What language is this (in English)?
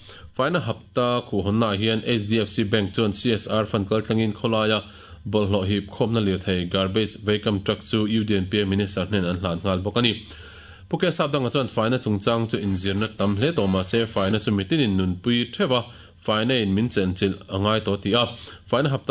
Mizo